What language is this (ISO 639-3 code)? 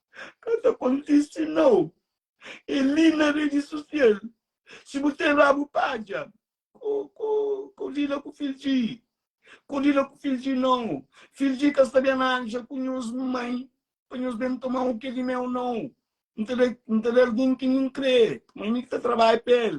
kea